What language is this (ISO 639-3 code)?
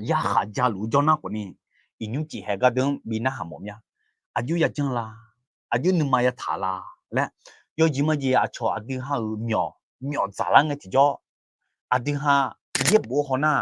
ahk